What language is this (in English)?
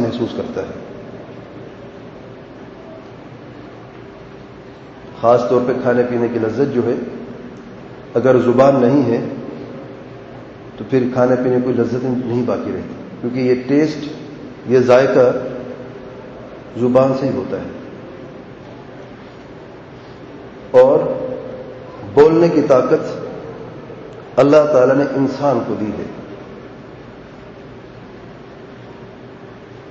Urdu